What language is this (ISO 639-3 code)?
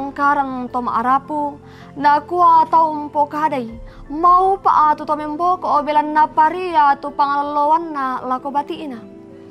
sda